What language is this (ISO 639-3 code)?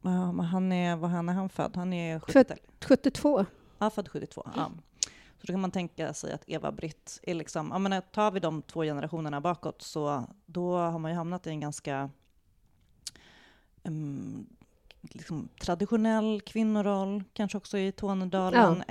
swe